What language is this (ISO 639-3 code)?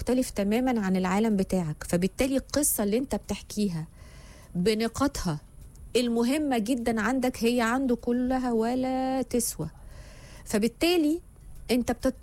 arz